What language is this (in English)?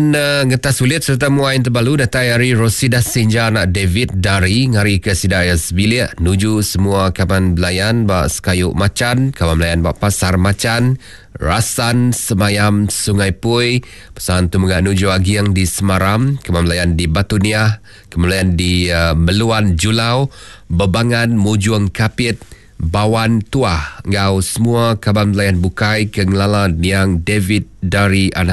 Iban